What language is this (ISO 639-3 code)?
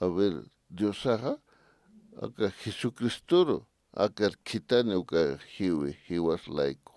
aym